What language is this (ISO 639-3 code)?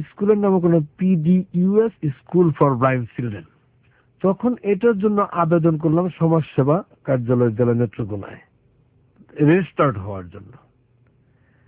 ben